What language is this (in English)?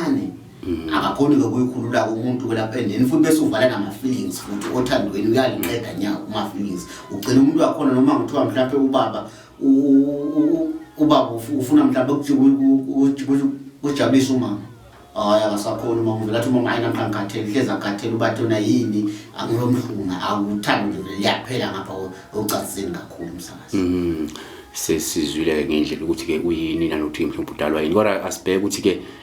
Zulu